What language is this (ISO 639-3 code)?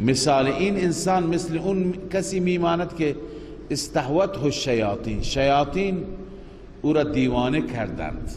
fas